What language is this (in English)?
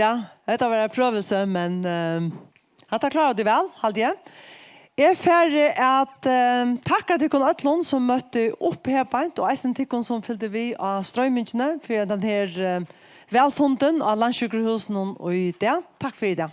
Faroese